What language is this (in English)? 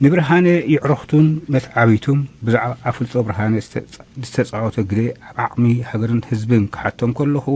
Tigrinya